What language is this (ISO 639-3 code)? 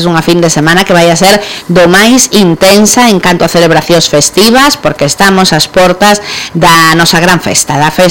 glg